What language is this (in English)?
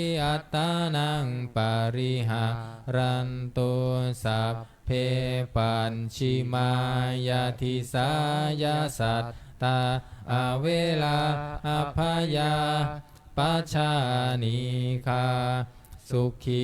Pali